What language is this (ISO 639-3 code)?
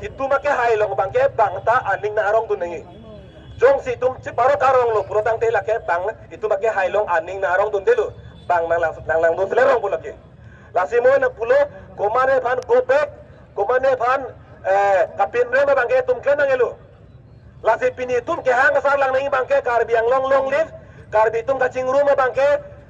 mjw